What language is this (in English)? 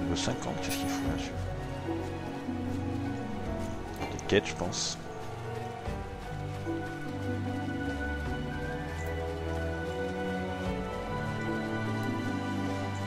French